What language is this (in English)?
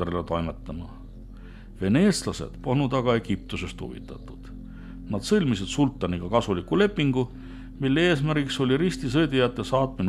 Estonian